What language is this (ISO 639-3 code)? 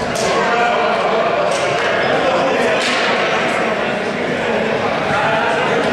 ell